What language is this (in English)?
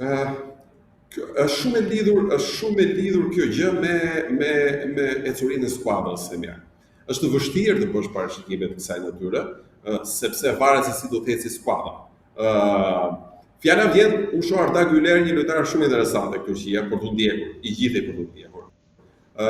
Albanian